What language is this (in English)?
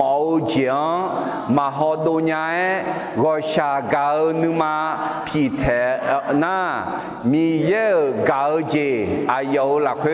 Akha